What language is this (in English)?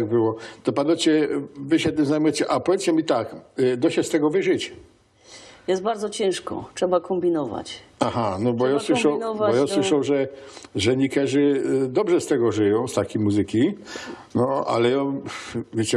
Silesian